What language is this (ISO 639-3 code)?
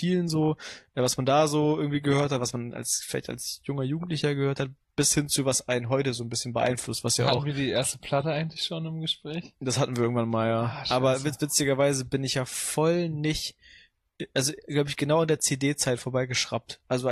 deu